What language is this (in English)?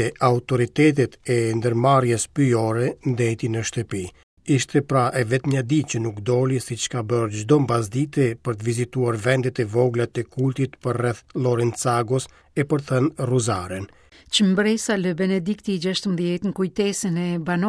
Albanian